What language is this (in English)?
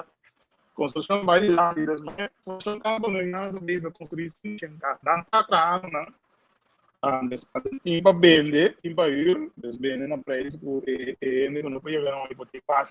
Papiamento